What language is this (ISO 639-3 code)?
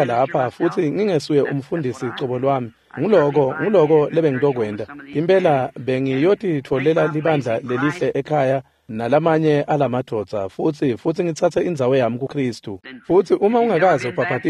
ssw